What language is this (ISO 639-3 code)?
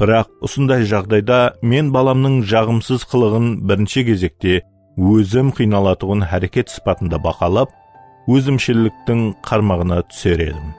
kaa